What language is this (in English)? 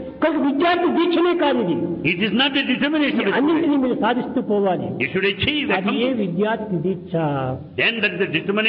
Telugu